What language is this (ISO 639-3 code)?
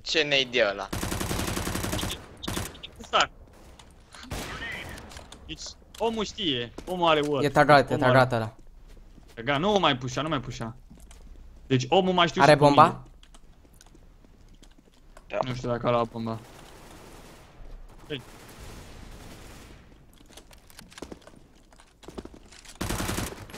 ron